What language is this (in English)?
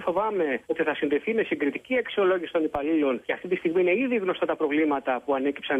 Greek